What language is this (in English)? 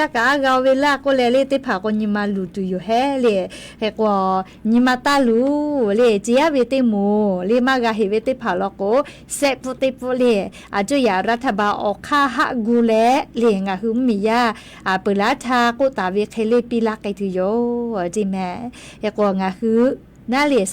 Lahu